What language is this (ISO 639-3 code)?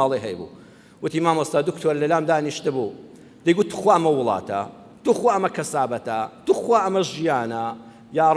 ckb